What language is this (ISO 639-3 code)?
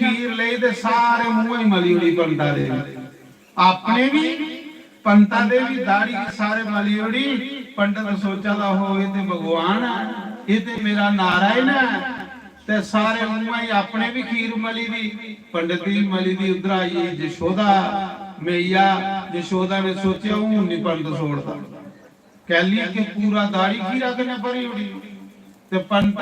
doi